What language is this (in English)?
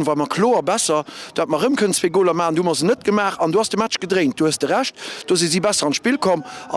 Luxembourgish